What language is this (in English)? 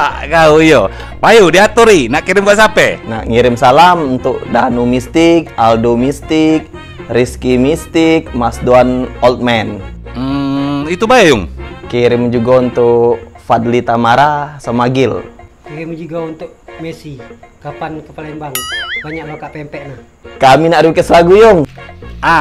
Musi